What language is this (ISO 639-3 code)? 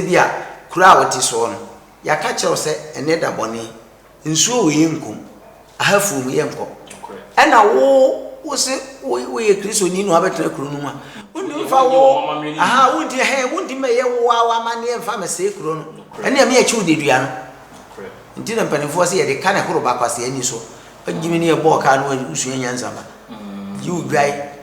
aka